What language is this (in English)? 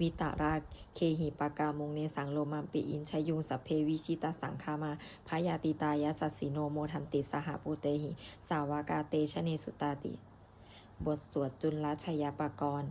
Pali